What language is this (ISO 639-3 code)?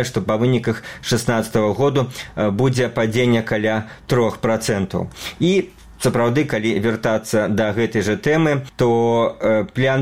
bel